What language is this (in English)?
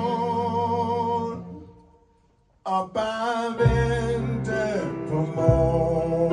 Danish